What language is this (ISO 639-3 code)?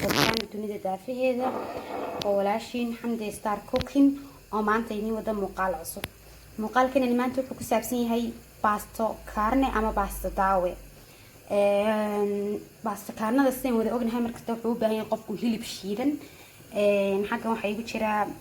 som